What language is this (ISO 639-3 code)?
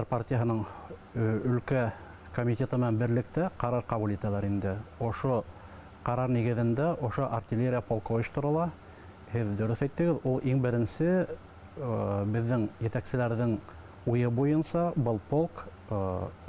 bak